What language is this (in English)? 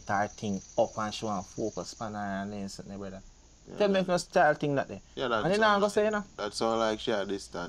Jamaican Creole English